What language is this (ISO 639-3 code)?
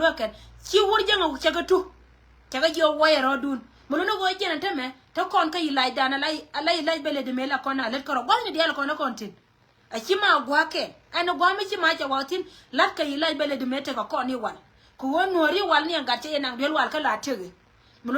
nus